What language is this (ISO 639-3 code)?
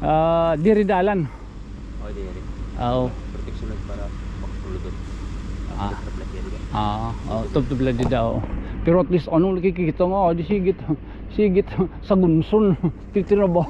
war